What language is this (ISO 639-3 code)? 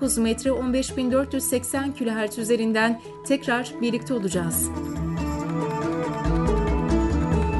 tur